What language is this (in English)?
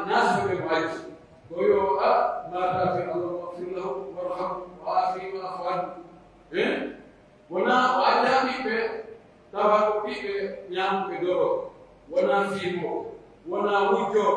Pular